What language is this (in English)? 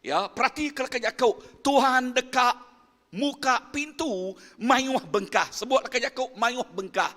Iban